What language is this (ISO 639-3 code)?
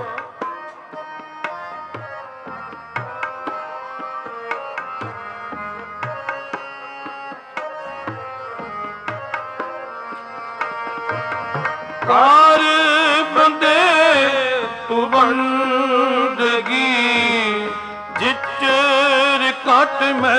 pan